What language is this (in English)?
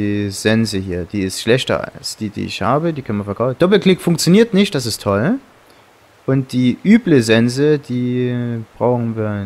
German